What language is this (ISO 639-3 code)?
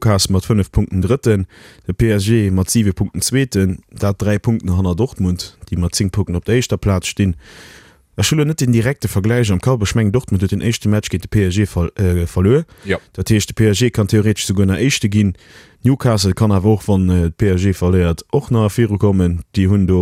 ltz